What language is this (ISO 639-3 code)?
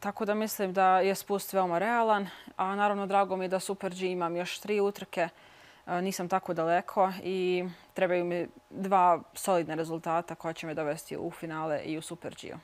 bos